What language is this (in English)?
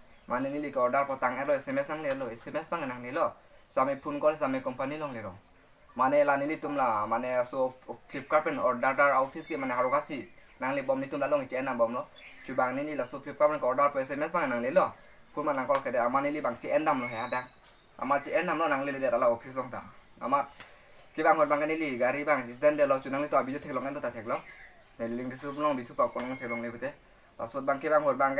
Karbi